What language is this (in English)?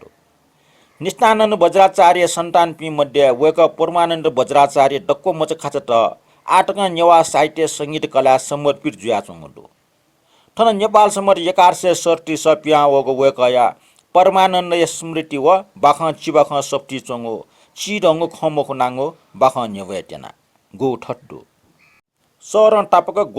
Newari